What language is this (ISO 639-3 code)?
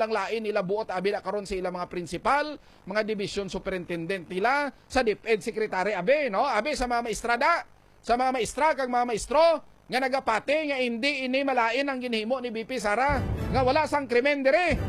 hil